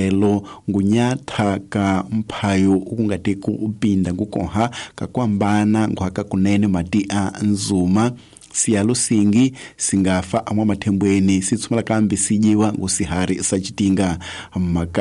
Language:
Tsonga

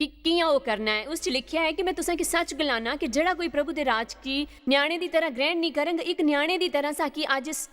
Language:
Dogri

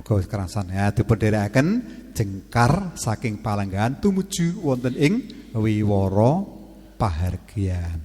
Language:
Javanese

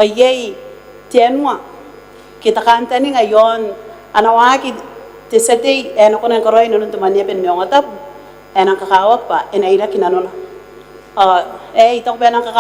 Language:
Gilbertese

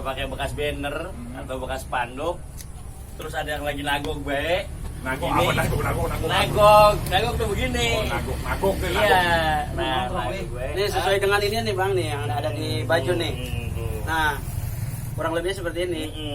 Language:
Betawi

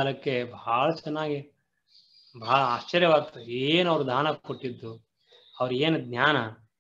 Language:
Kannada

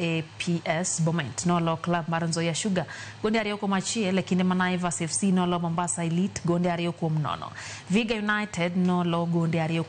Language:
Luo (Kenya and Tanzania)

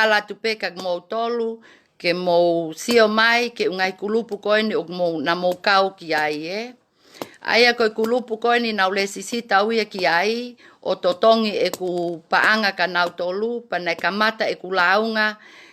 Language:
Tongan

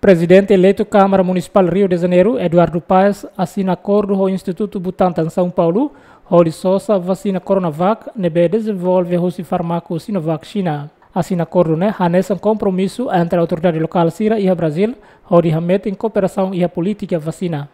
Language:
Tetum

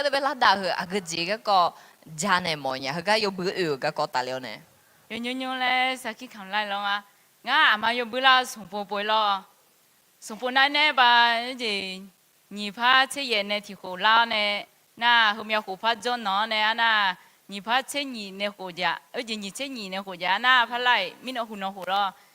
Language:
Akha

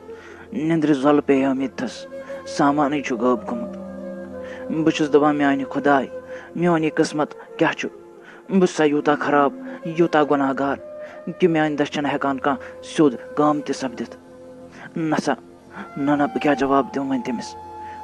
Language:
Kashmiri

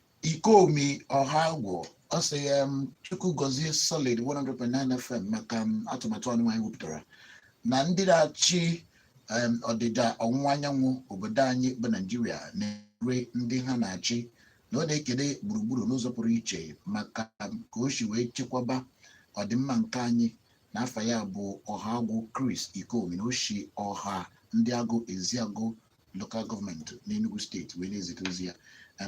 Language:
Igbo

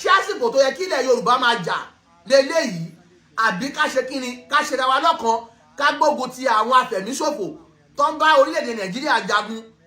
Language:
Yoruba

